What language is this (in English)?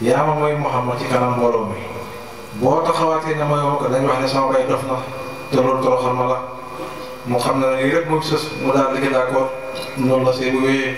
Wolof